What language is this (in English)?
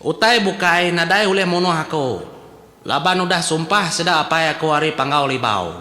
Iban